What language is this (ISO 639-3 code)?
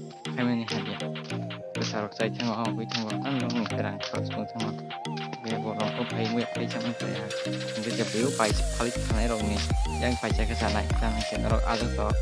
trp